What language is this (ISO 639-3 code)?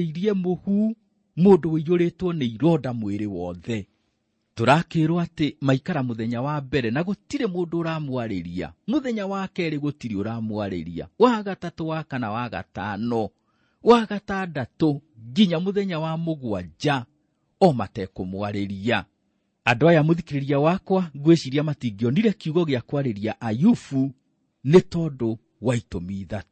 kik